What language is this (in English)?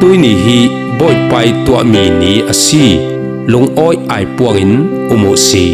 Falam Chin